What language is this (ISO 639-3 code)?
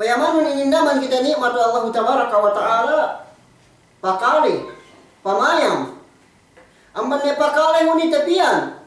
yka